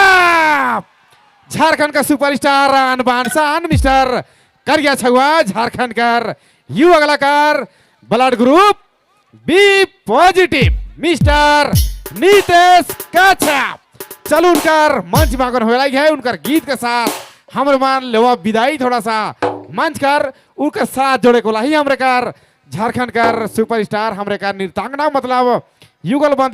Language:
Sadri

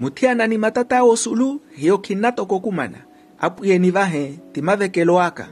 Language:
Makhuwa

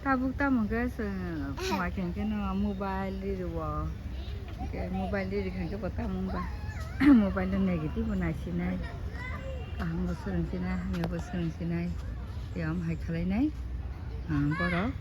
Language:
Kok Borok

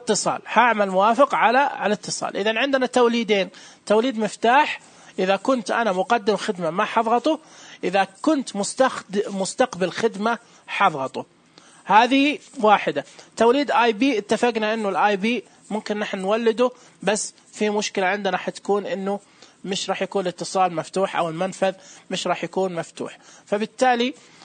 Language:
Najdi Arabic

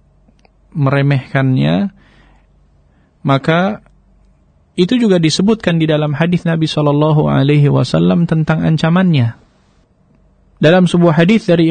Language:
Indonesian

